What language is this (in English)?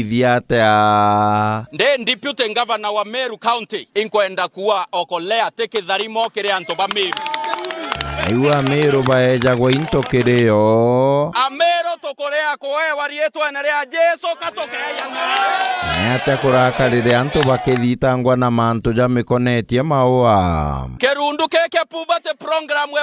Meru